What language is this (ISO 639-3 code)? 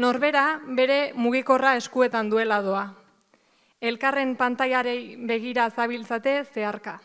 eus